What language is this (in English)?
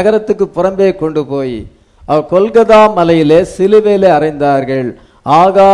Tamil